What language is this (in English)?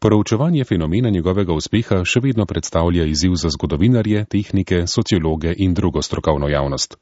Slovenian